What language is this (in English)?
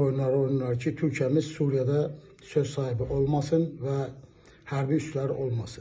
Azerbaijani